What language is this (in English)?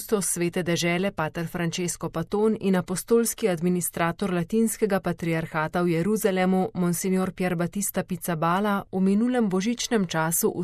Slovenian